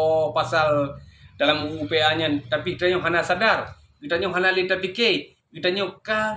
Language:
Achinese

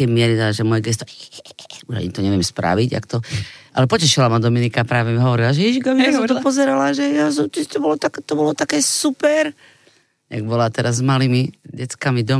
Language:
Slovak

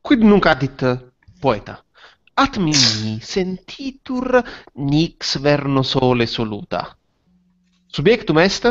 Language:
Latin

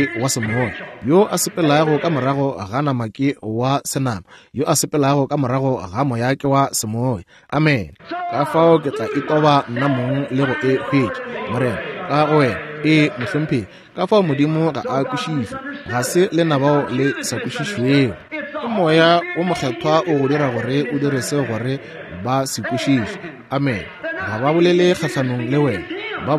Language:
Northern Sotho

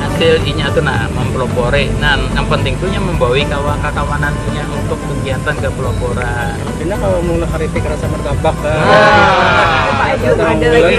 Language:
Banjar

